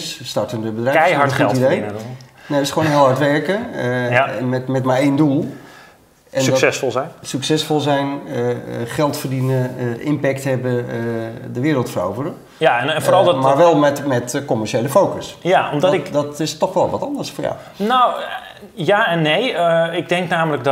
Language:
Dutch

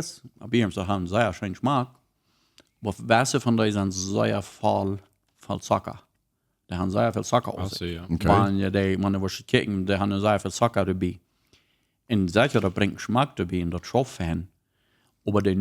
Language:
Plautdietsch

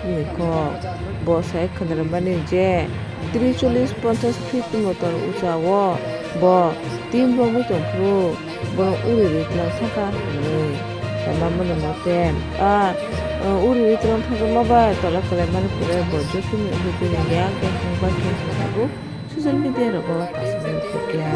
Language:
Kok Borok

